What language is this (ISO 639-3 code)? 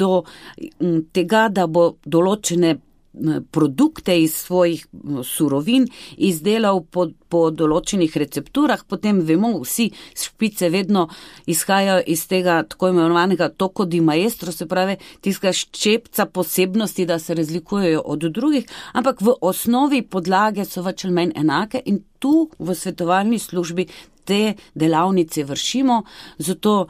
slv